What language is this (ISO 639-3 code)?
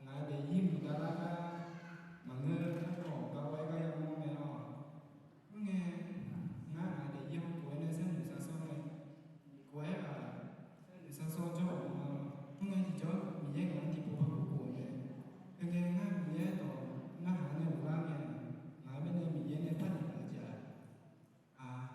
ahk